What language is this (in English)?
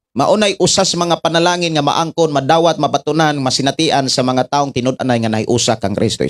Cebuano